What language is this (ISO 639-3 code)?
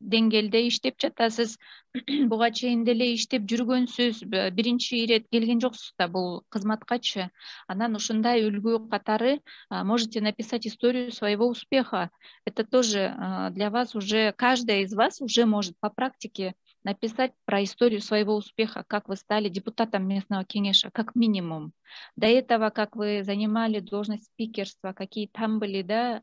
kir